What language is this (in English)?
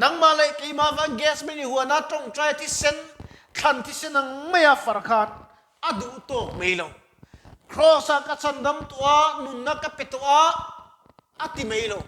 Mizo